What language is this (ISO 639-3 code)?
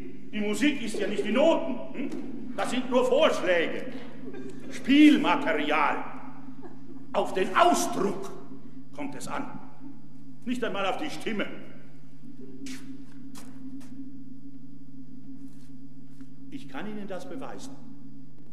deu